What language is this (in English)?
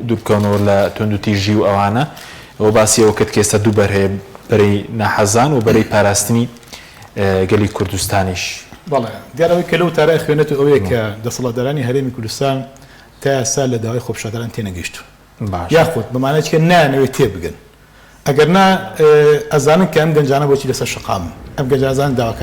Central Kurdish